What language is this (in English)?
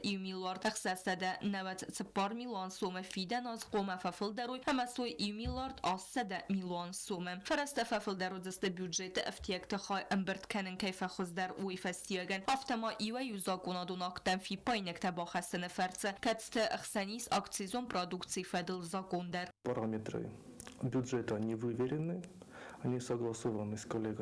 Ossetic